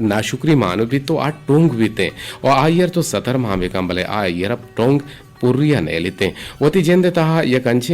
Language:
Eastern Balochi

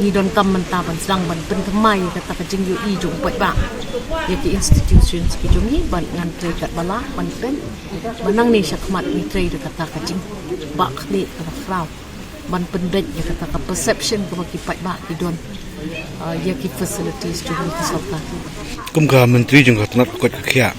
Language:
Khasi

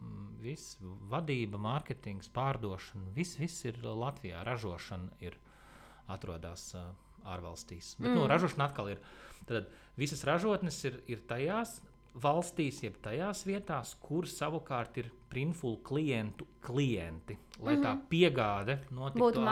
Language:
Latvian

